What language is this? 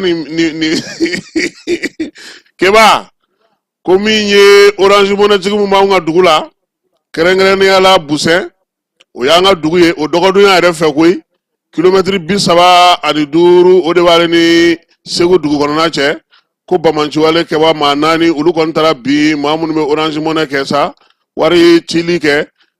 Bambara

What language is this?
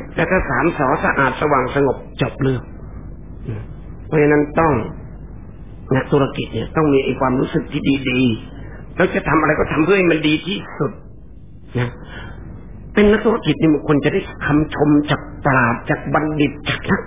Thai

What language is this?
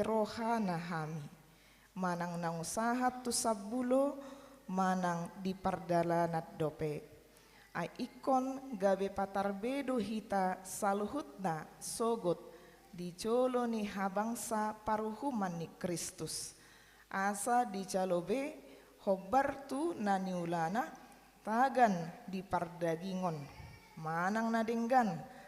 Batak Toba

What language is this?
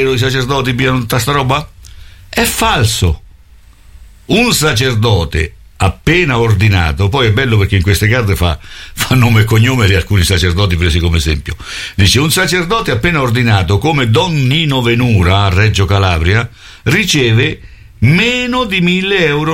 Italian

